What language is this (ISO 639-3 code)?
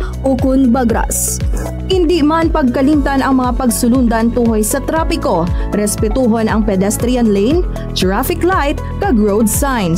hil